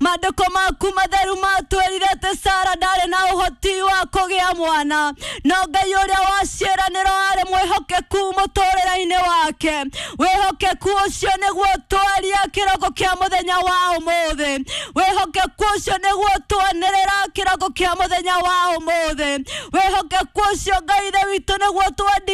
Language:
Kikuyu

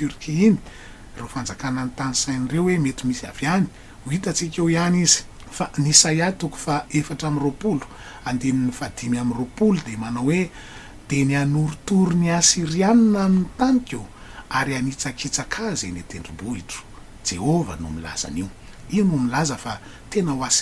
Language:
Malagasy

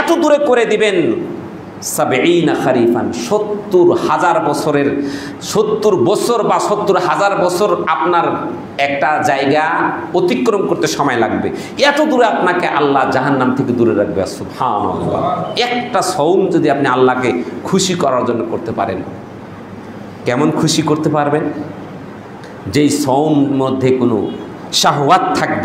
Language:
Bangla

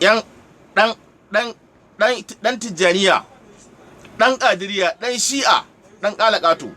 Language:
Hausa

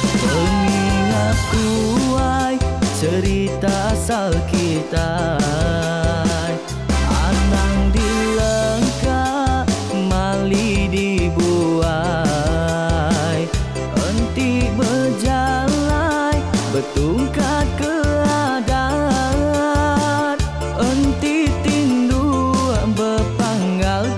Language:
Iban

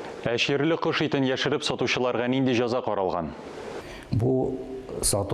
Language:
Tatar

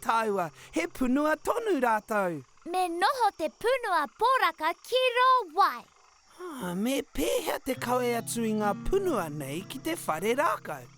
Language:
Māori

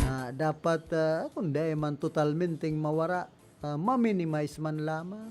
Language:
Bikol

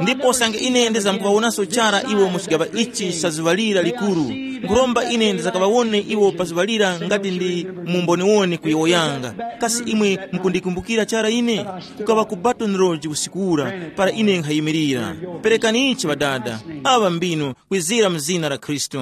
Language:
Tumbuka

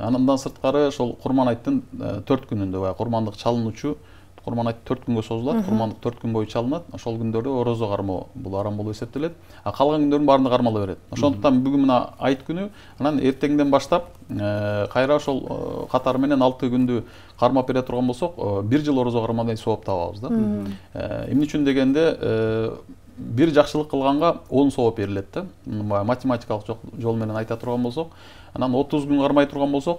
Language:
Kyrgyz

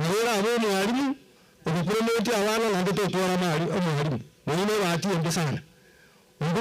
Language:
Gusii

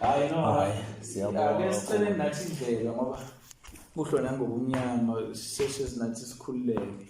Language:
Zulu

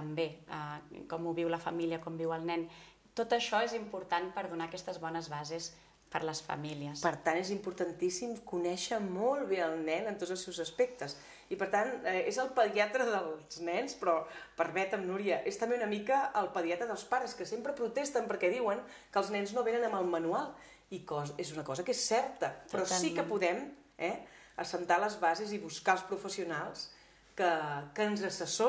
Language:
Catalan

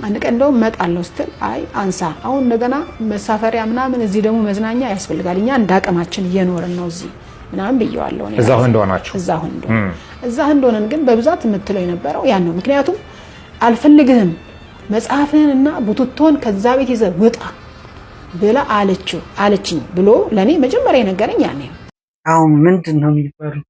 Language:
Amharic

